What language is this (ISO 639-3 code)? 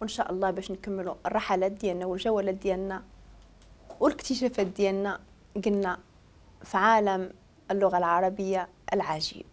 ary